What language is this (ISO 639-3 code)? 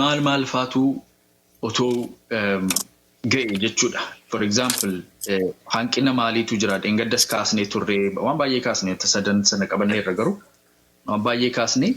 orm